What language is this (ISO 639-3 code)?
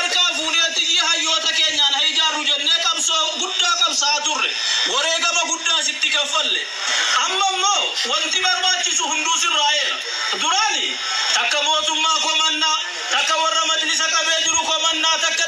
orm